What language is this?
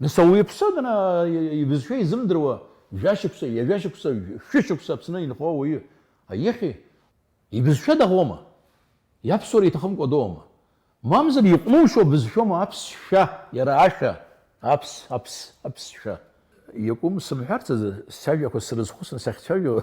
Abkhazian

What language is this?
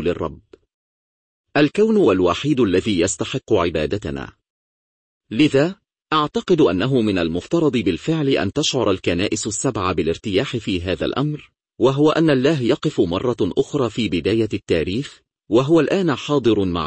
Arabic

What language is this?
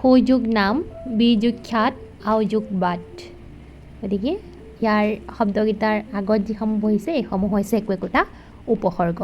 Assamese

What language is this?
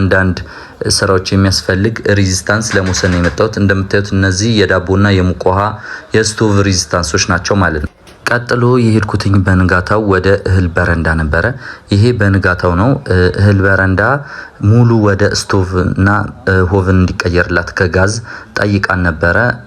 Amharic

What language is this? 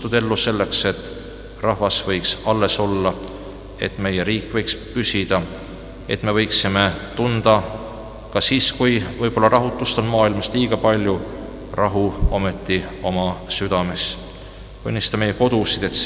Estonian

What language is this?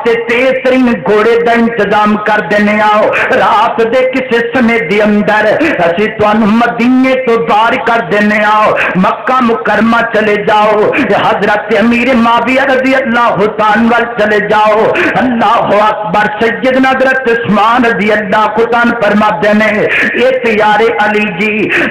Western Panjabi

